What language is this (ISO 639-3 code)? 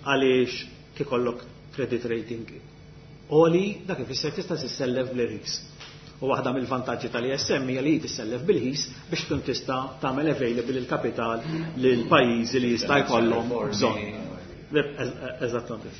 mlt